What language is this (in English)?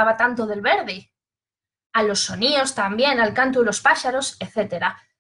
Asturian